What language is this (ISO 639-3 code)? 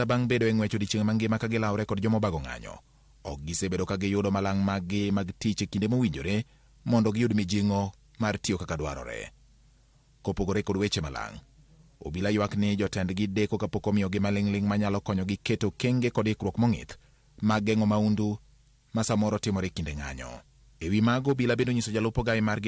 luo